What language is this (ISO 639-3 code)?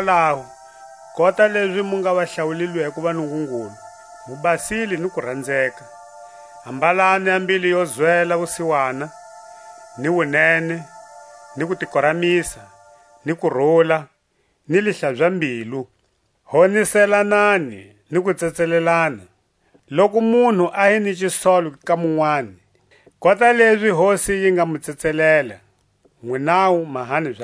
tsc